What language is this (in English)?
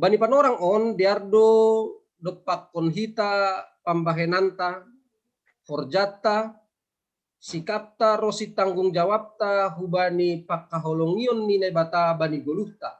Batak Simalungun